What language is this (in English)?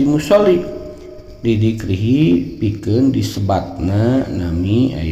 Sundanese